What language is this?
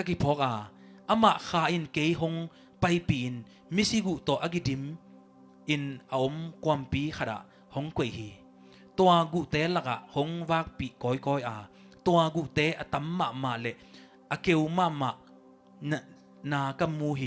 Tedim Chin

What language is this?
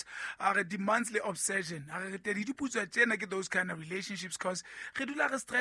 Southern Sotho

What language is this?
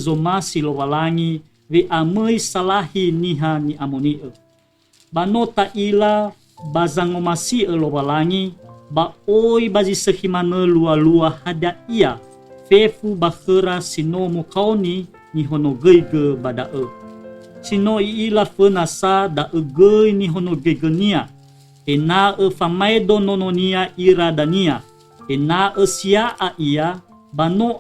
Nias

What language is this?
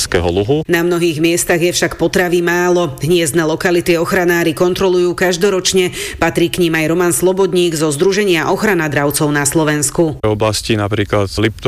Slovak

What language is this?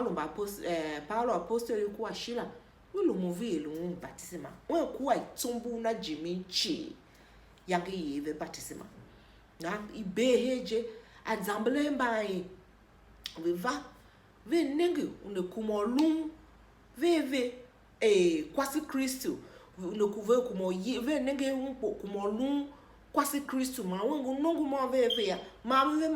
Tiv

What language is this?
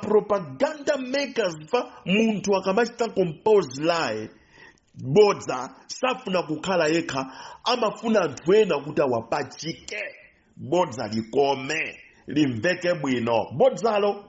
Nyanja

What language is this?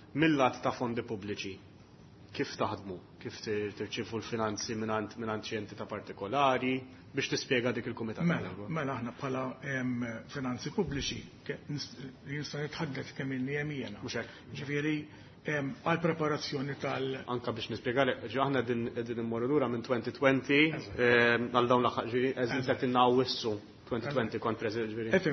Maltese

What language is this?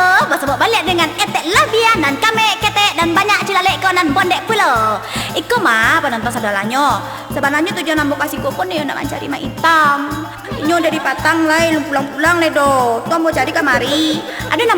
Minangkabau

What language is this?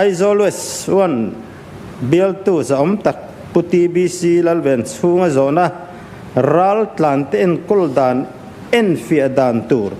Mizo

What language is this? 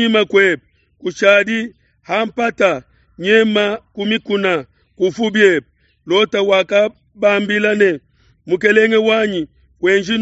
Luba-Lulua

